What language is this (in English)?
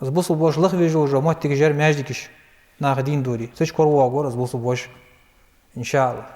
Ingush